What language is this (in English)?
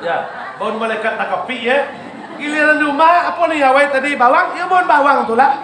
Minangkabau